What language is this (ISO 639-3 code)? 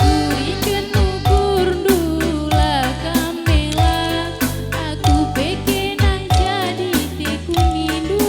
btx